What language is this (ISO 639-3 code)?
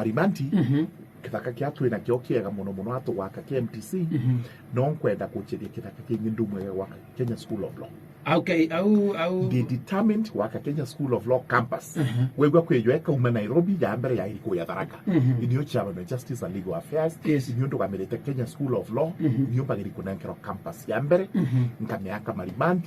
mer